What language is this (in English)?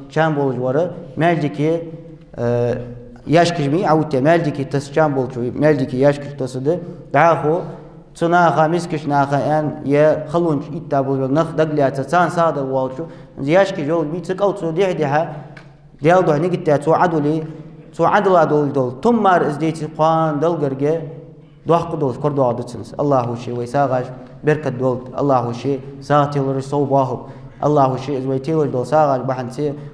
Ingush